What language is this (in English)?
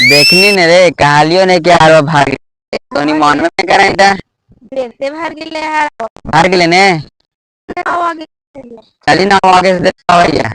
Magahi